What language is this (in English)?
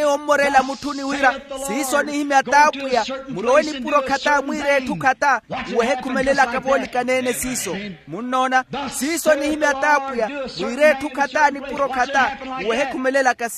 Makhuwa